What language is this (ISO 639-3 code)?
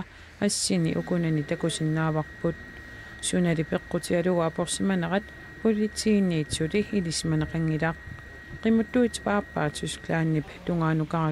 kal